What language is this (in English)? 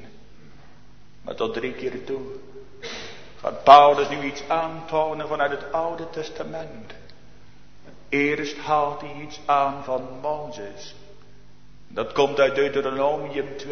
Dutch